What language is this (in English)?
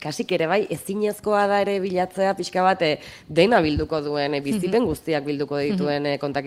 Basque